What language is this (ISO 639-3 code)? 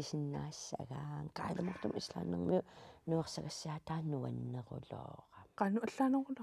kal